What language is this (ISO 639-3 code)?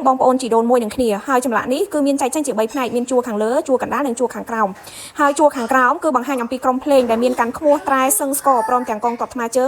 khm